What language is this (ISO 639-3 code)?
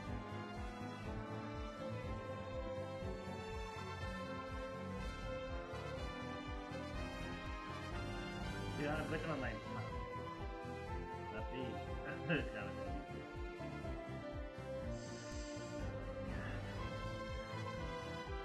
ind